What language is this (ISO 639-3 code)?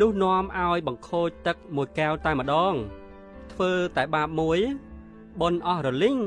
khm